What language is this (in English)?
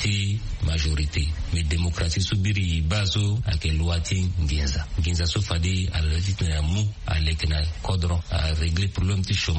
Sango